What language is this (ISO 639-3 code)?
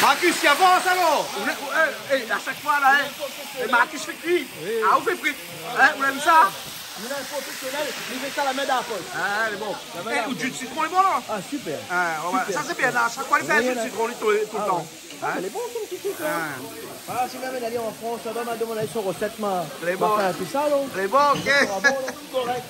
rcf